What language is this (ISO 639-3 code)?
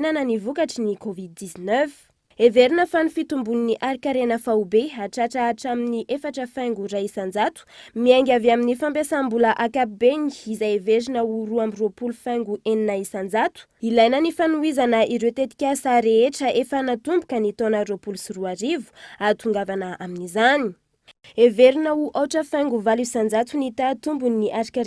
mlg